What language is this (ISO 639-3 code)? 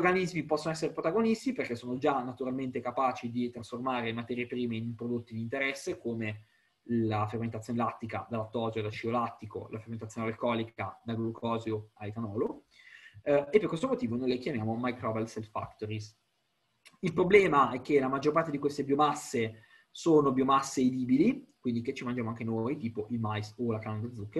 ita